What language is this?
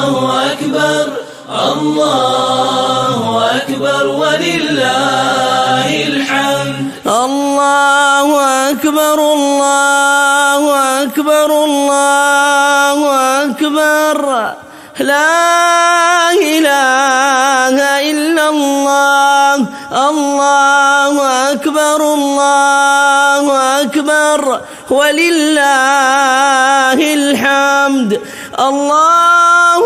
Arabic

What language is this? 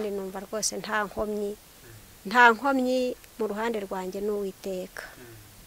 Kinyarwanda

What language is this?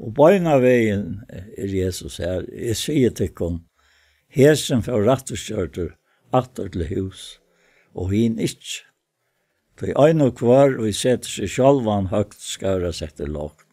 Faroese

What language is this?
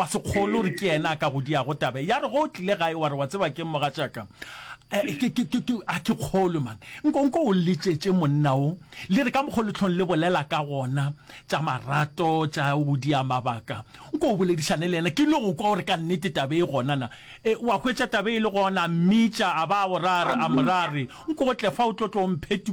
Northern Sotho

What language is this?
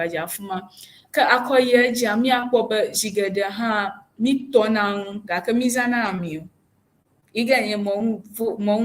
Ewe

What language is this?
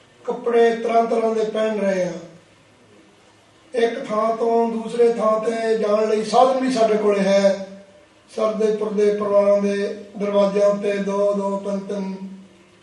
Punjabi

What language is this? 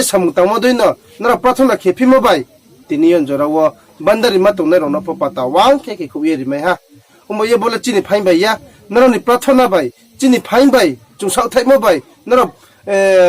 Riang (India)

